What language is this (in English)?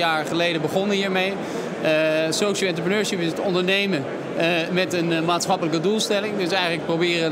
Dutch